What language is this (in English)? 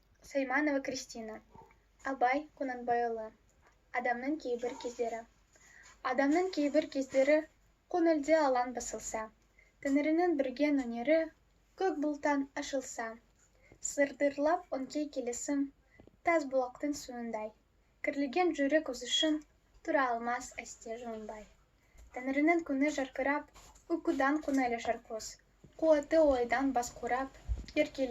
Kazakh